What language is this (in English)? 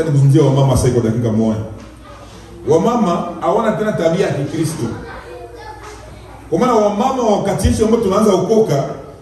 Swahili